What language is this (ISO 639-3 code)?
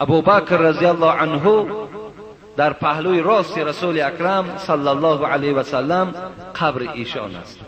fas